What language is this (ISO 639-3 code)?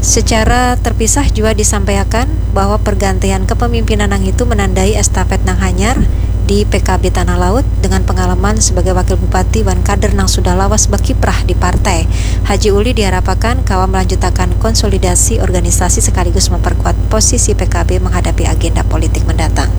bjn